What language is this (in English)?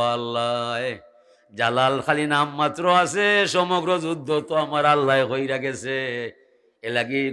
Sylheti